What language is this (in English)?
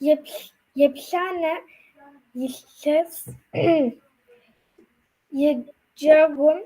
Kabardian